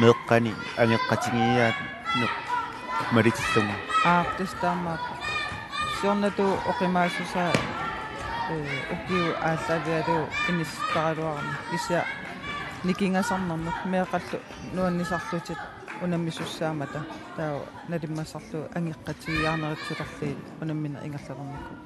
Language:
Kalaallisut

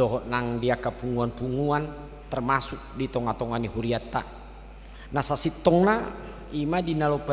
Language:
Batak Toba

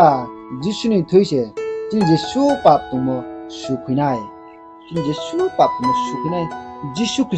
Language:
Riang (India)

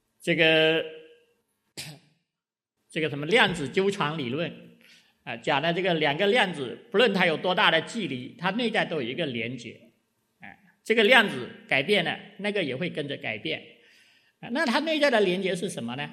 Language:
Chinese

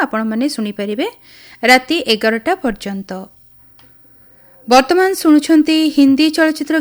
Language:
Odia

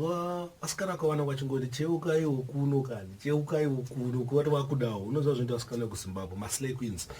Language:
Shona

